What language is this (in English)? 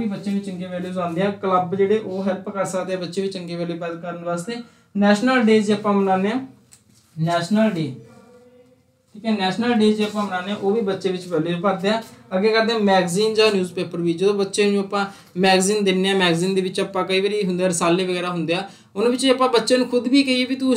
Punjabi